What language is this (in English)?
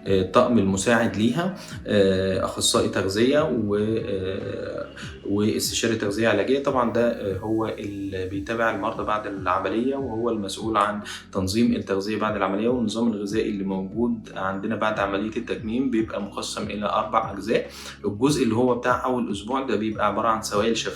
Egyptian Arabic